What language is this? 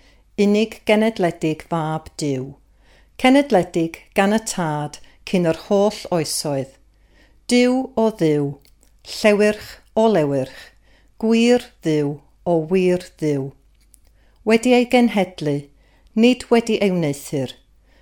Welsh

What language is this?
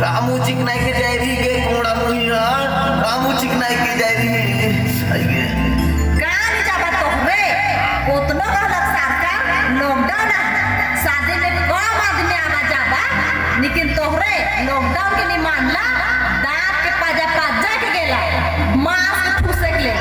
Sadri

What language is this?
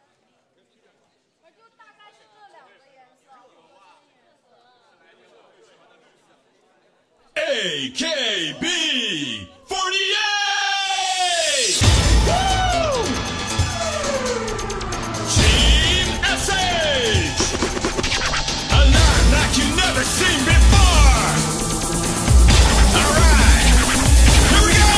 Chinese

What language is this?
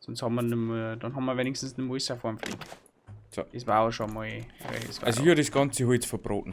Bavarian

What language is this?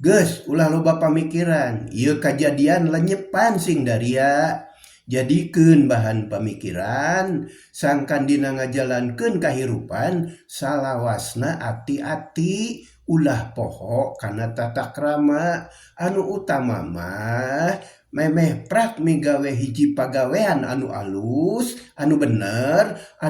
Sundanese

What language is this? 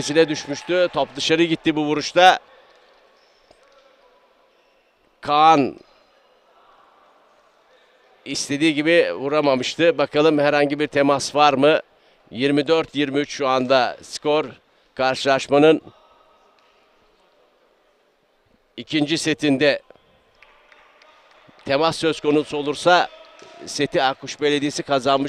Turkish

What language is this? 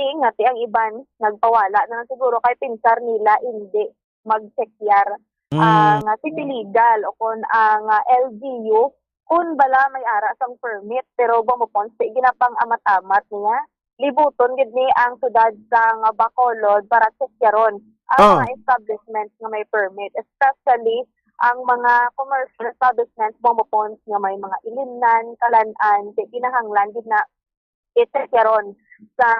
Hiligaynon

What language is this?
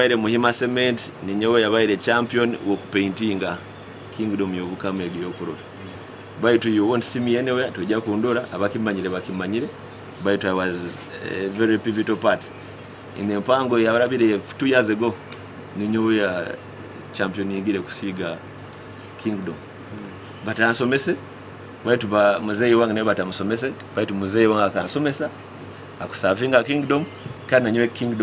Nyoro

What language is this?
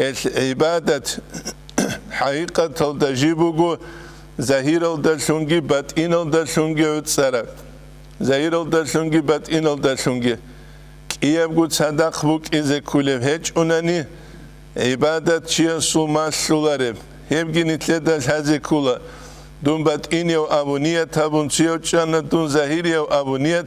Avaric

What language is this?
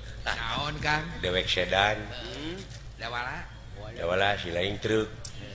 Sundanese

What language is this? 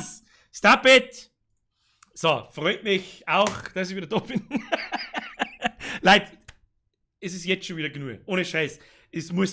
Bavarian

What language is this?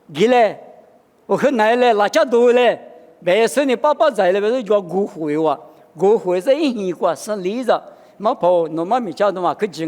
Lisu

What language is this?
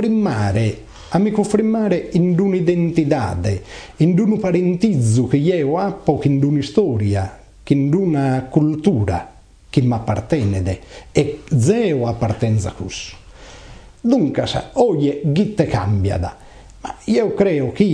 Sardinian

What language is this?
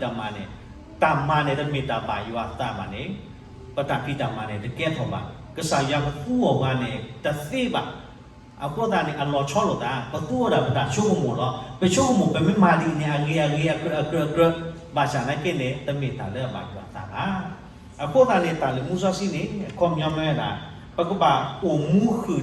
S'gaw Karen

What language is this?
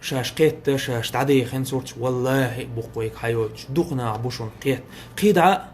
Chechen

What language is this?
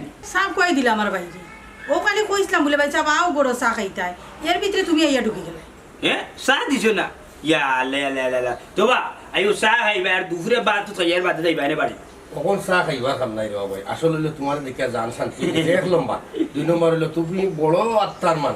Sylheti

